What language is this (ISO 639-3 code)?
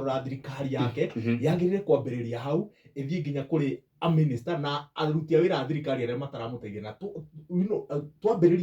kik